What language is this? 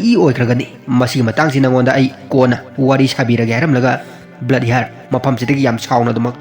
Manipuri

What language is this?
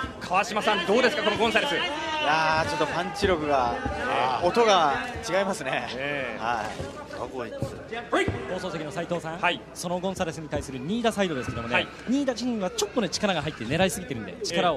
Japanese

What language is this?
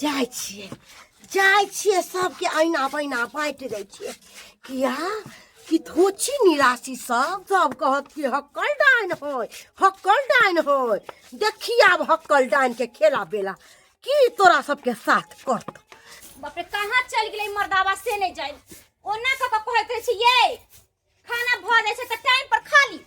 Maithili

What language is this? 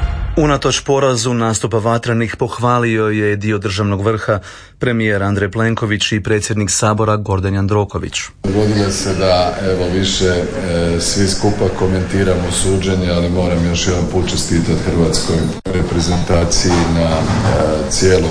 Croatian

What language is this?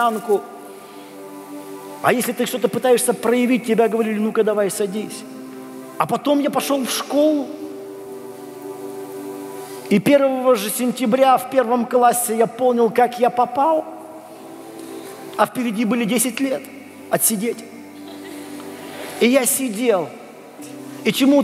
Russian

